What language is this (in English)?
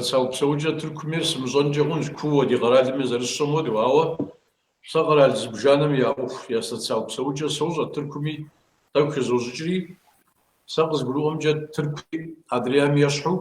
Kabardian